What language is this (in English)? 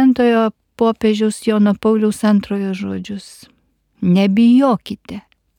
Lithuanian